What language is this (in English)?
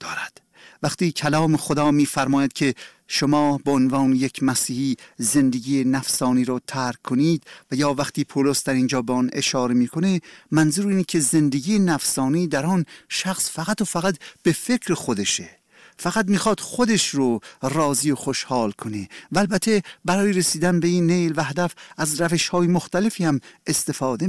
Persian